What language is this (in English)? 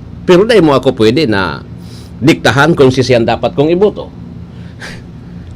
Bikol